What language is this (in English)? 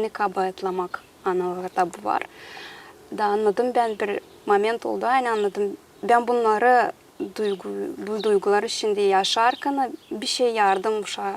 Gagauz